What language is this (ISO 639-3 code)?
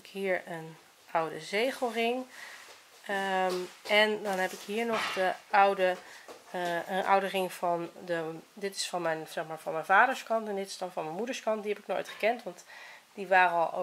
nld